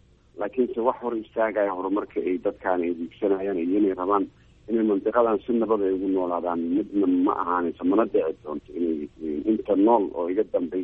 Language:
Somali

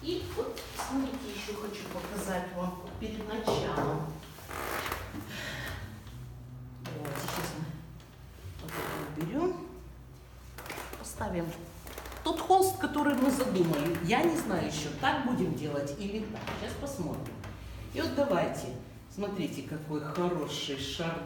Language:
Russian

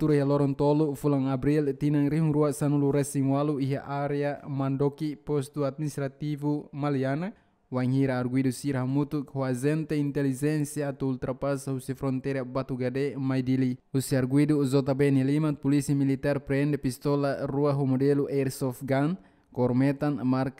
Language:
Tetum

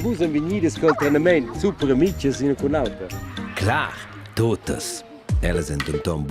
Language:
Romansh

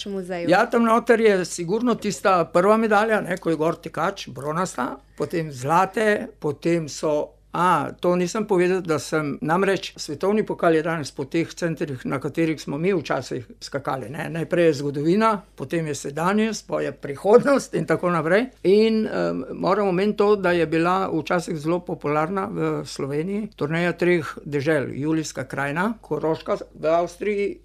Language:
Slovenian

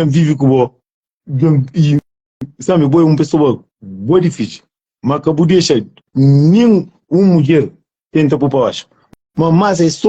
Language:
Kabuverdianu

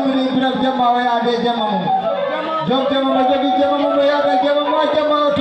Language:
Fula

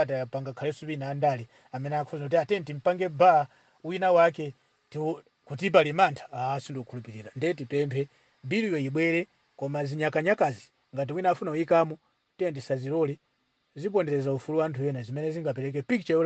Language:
Nyanja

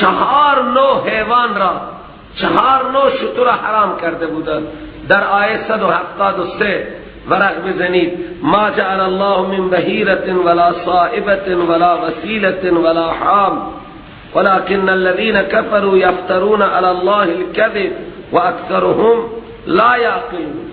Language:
Persian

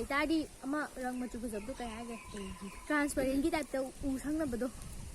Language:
Manipuri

